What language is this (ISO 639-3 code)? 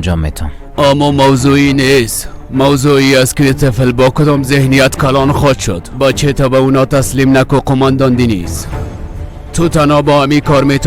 fas